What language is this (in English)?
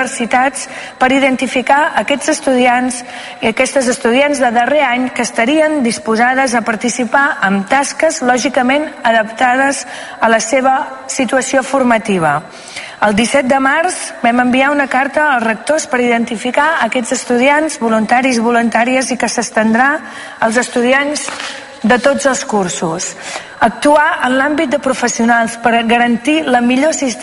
Catalan